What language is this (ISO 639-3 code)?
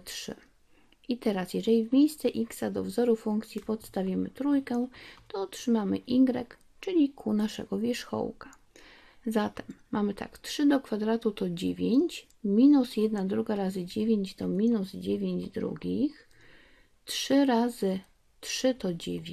pol